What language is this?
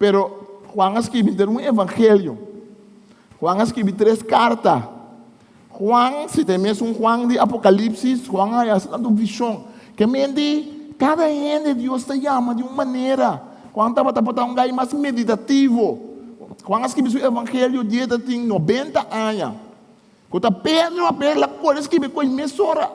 Papiamento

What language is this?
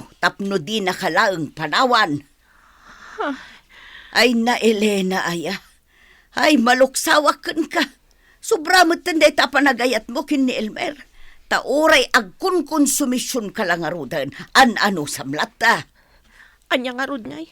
Iloko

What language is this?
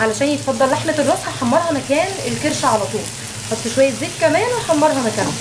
Egyptian Arabic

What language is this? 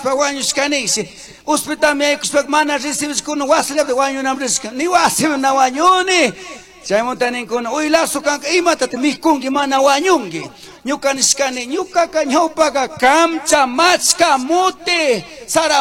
Chimborazo Highland Quichua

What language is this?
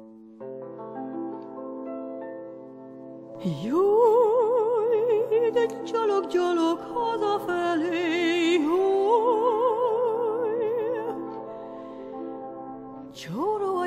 Hungarian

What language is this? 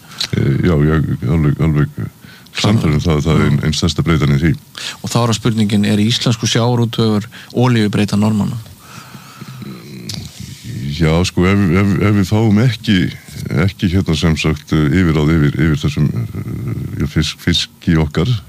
Icelandic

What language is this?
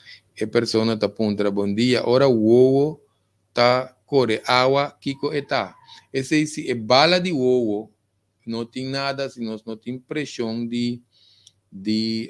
Papiamento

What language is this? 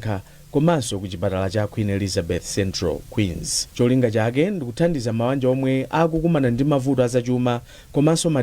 Nyanja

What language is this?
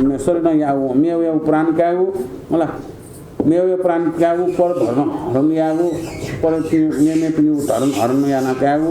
Newari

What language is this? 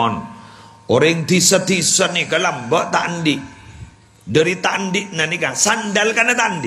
Madurese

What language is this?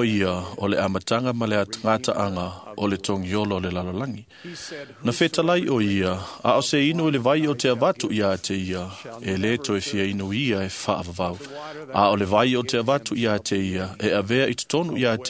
Samoan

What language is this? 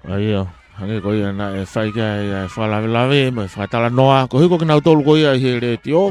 Tongan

